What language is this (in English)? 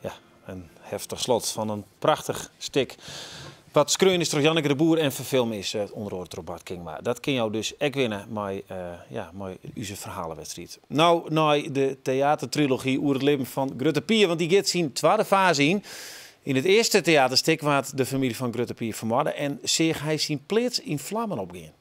Western Frisian